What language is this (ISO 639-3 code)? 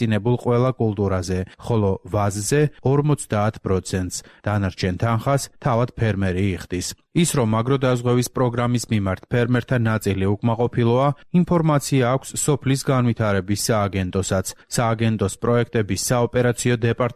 kat